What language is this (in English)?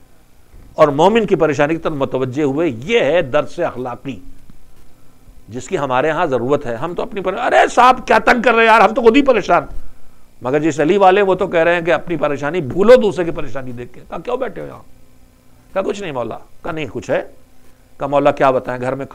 Urdu